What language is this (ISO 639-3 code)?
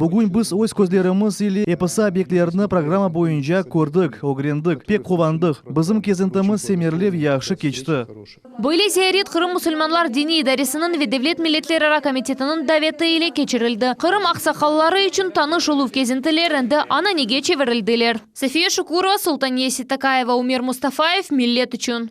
crh